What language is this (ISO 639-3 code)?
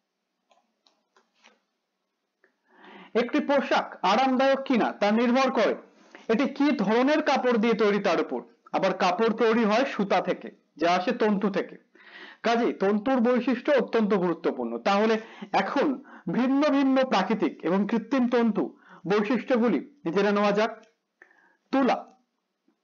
ben